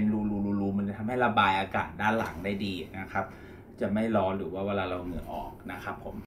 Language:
Thai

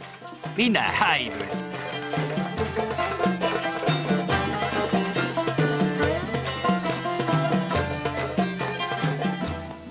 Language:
Finnish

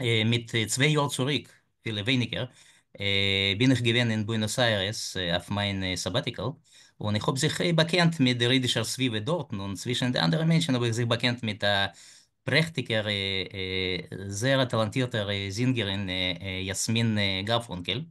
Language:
Yiddish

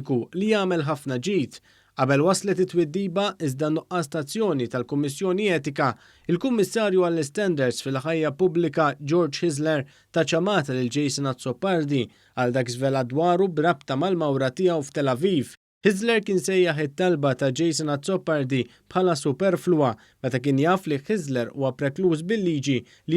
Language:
Maltese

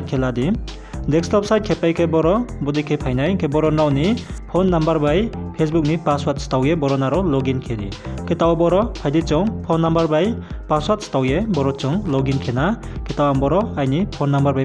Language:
Riang (India)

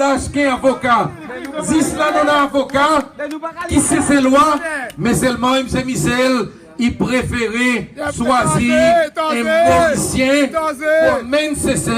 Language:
Seselwa Creole French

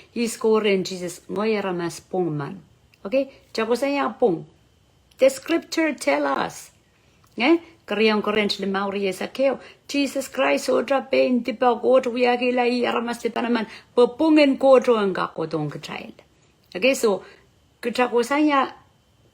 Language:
Pohnpeian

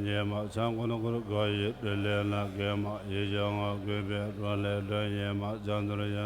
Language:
Tibetan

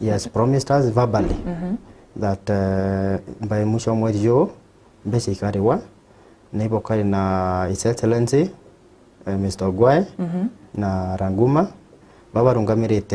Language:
Meru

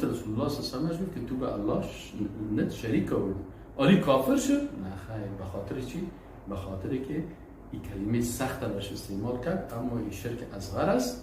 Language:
Persian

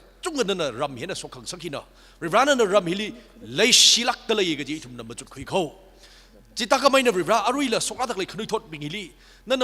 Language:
Tangkhul Naga (India)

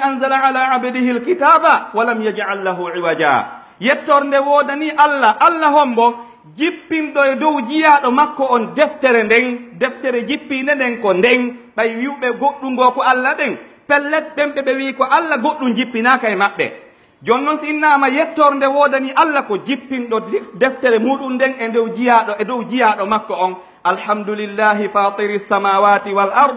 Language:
Pular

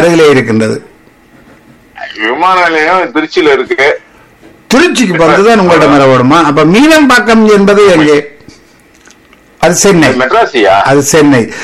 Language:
Tamil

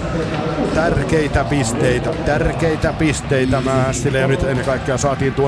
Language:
Finnish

